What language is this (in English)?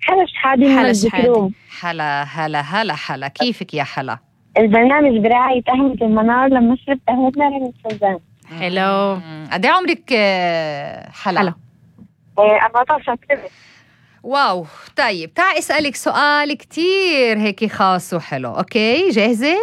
North Levantine Arabic